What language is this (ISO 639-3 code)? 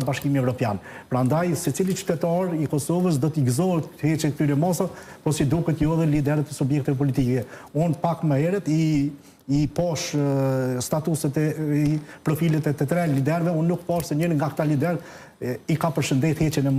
sqi